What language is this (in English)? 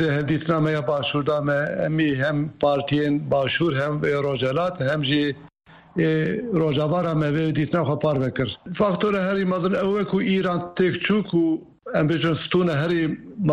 Kurdish